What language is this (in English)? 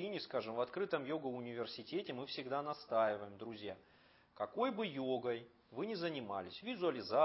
Russian